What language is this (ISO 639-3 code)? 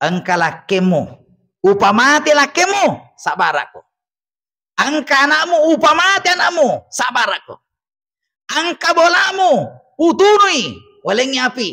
bug